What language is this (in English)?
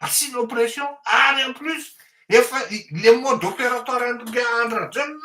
Malagasy